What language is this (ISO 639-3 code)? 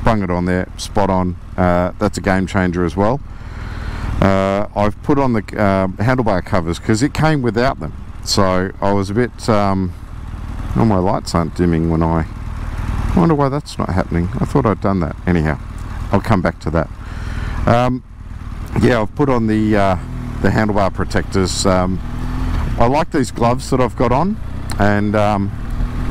eng